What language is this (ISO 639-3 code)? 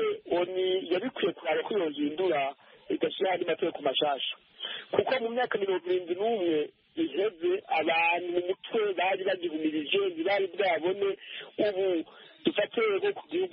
kin